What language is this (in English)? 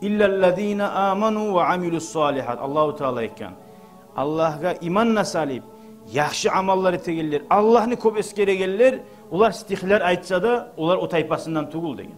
Kumyk